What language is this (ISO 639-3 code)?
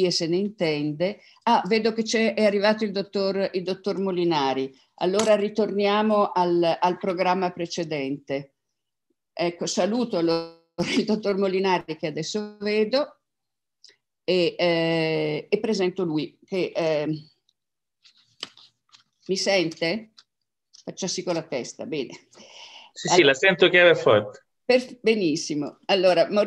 ita